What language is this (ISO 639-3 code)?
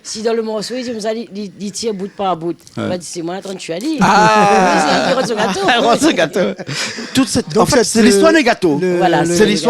rcf